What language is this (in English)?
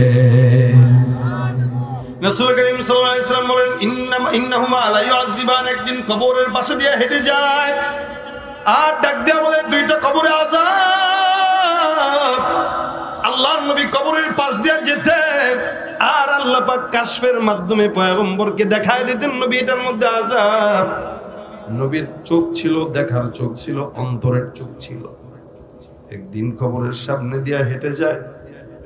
Bangla